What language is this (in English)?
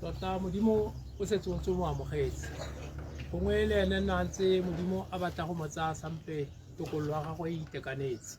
Tswana